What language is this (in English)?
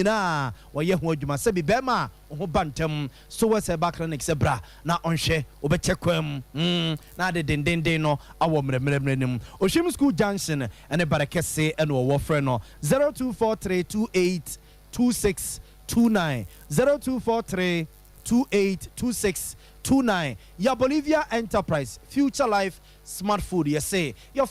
Akan